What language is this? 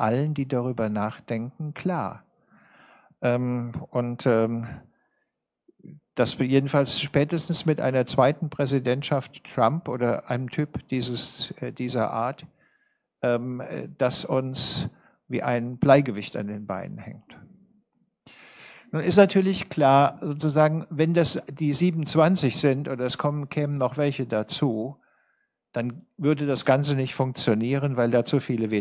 German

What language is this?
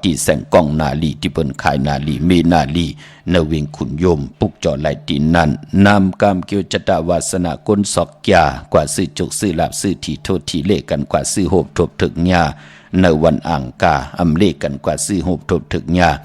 Shan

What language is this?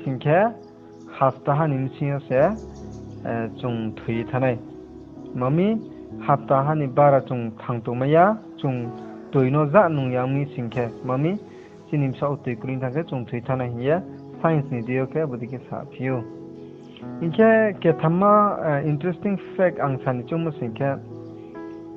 Riang (India)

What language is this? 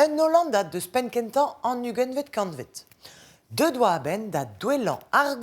Breton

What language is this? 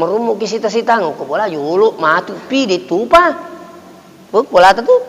Buginese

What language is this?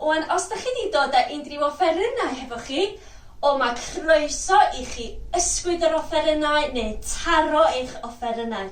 Welsh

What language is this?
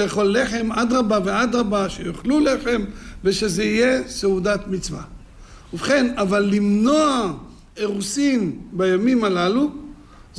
Hebrew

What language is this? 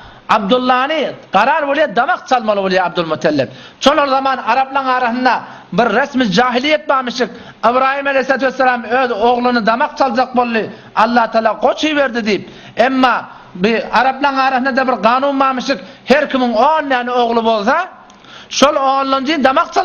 Turkmen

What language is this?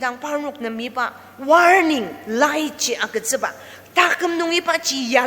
Ao Naga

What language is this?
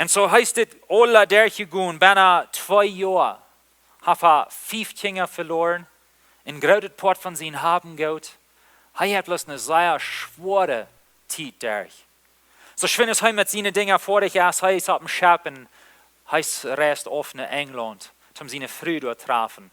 Plautdietsch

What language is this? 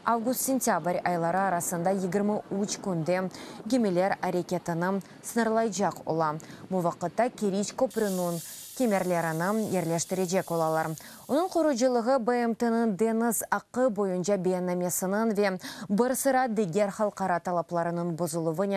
Crimean Tatar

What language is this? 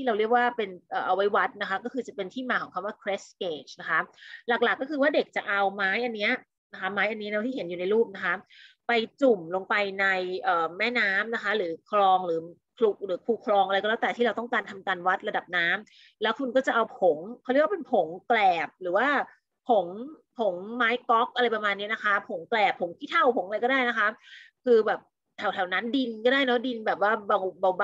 Thai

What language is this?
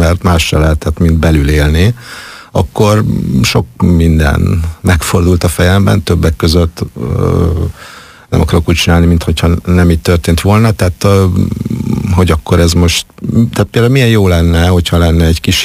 Hungarian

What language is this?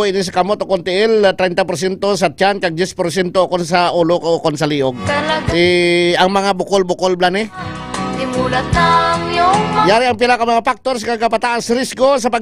Hiligaynon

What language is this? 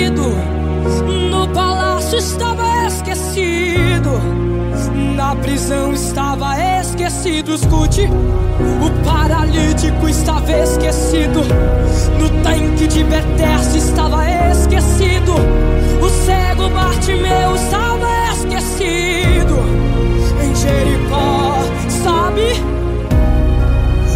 Portuguese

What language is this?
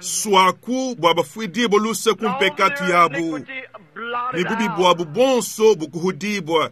Luba-Lulua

